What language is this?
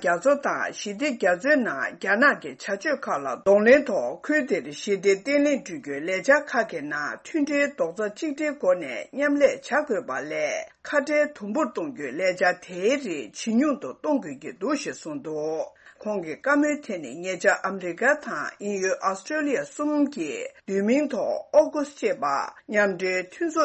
Tibetan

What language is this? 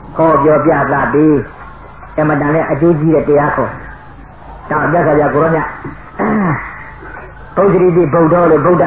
Burmese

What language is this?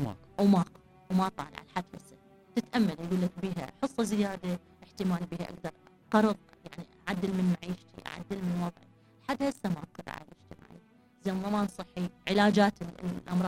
Mesopotamian Arabic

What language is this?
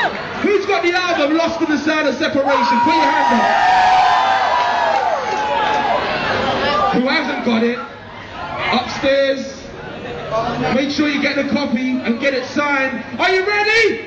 English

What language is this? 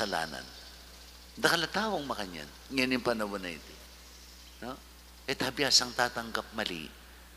Pampanga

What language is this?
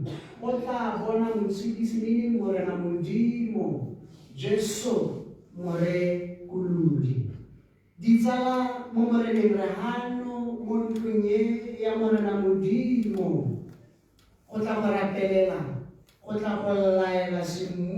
Tswana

